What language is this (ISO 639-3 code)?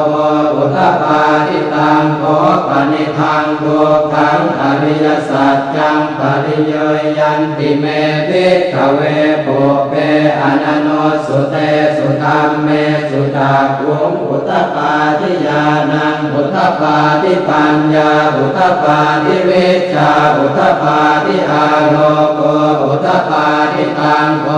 pli